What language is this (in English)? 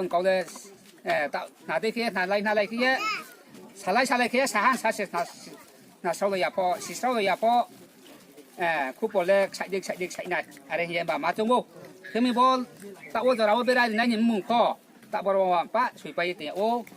Riang (India)